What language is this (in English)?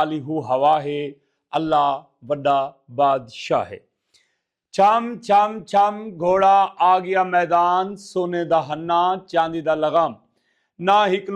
Saraiki